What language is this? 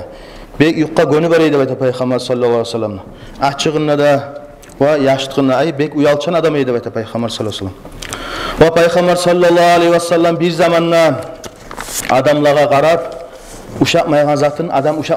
Kumyk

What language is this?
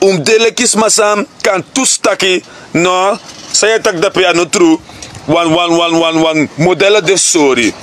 Sranan Tongo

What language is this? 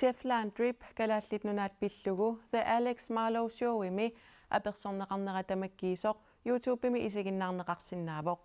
Kalaallisut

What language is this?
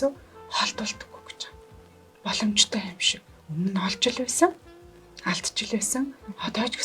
Mongolian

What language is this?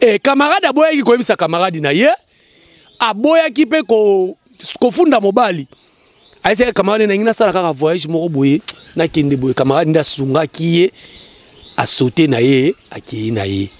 Lingala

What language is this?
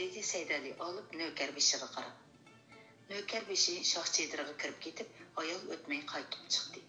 Uyghur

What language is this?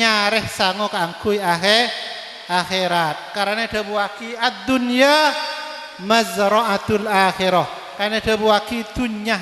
Madurese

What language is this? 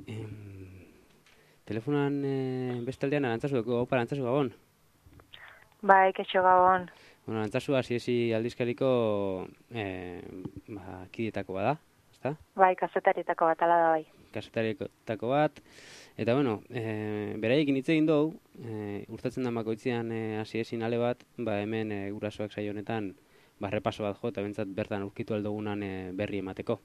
Basque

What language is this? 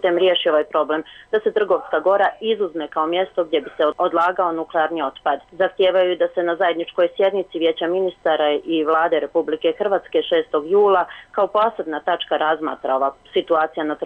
Bosnian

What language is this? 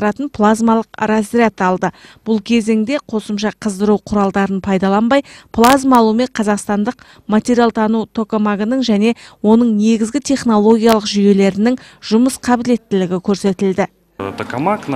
Kazakh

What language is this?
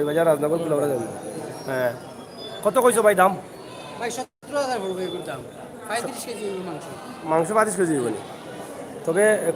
Sylheti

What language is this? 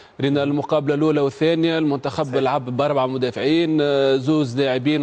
Tunisian Arabic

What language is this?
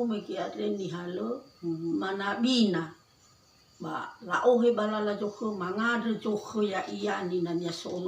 Nias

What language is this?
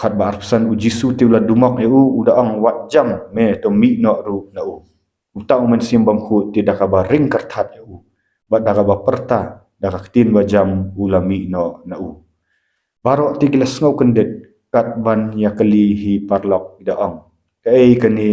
Khasi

